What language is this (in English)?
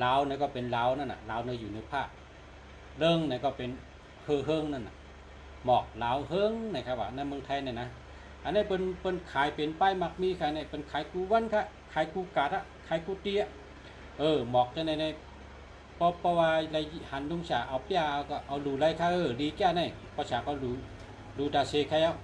Shan